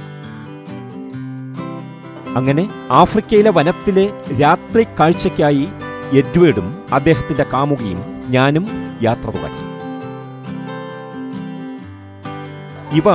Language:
Malayalam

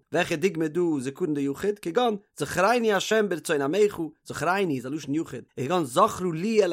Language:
Yiddish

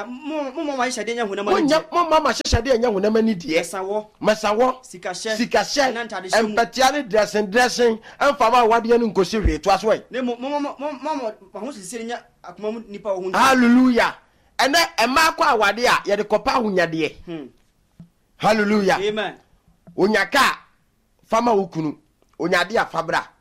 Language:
Akan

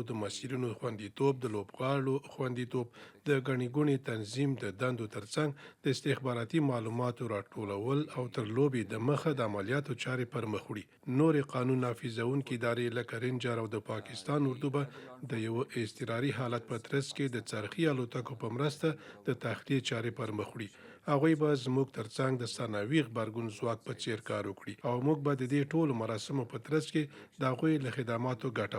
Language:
Pashto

